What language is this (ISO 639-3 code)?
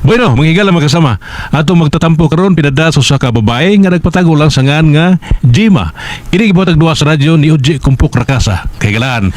ceb